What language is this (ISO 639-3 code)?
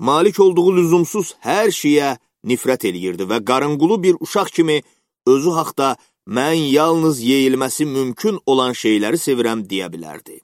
aze